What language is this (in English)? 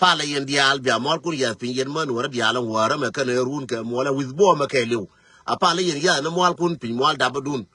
Nuer